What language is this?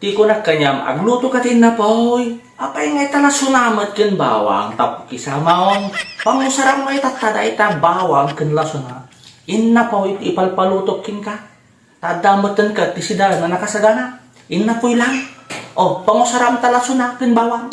Iloko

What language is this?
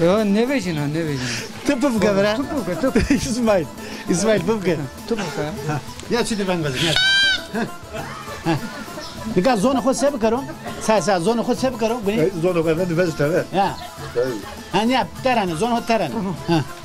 Zaza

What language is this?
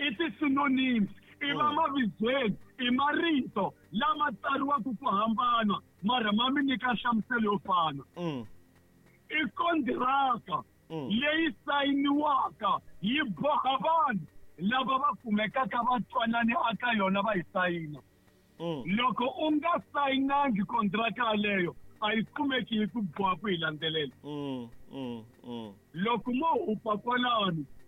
Tsonga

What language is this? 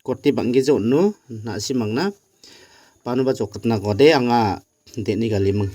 Garo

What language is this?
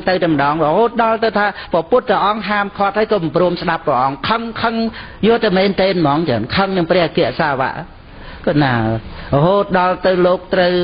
Khmer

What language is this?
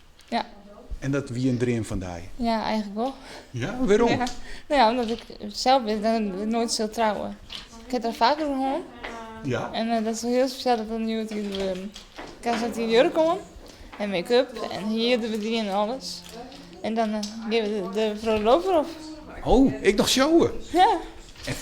Western Frisian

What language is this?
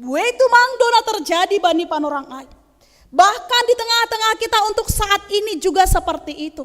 Batak Simalungun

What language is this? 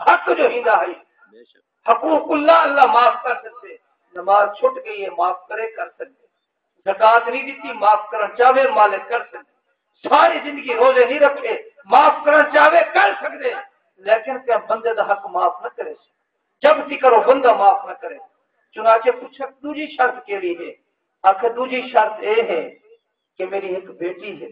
Saraiki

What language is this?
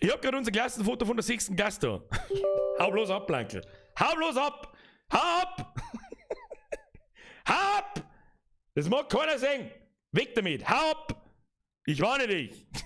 Bavarian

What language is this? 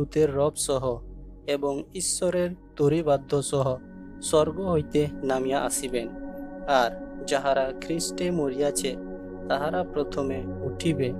Santali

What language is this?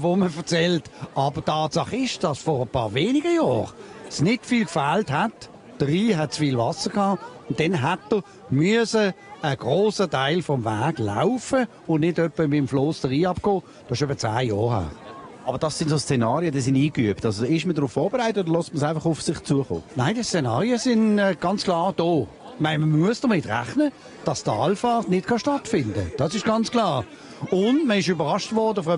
Swiss German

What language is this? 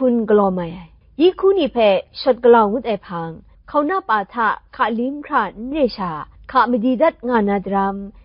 Kachin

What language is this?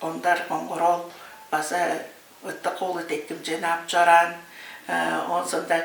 Tuvinian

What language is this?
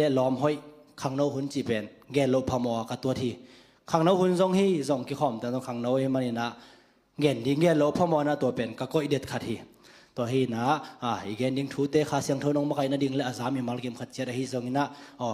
Tedim Chin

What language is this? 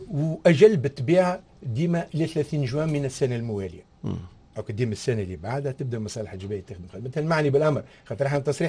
Tunisian Arabic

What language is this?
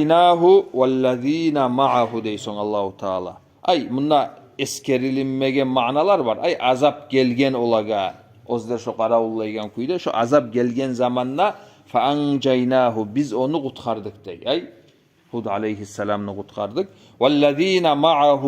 Kumyk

